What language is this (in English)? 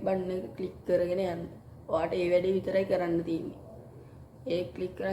Sinhala